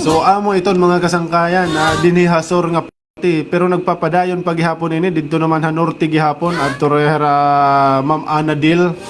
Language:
Waray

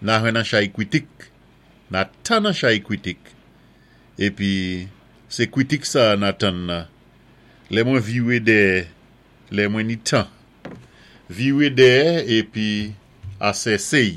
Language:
Saint Lucian Creole French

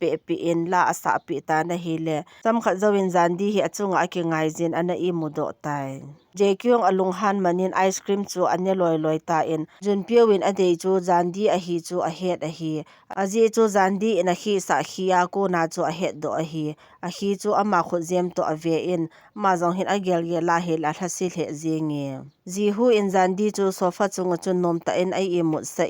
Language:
Thado Chin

